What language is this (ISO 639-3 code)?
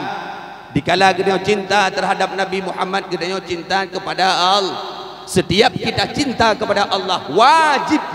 ace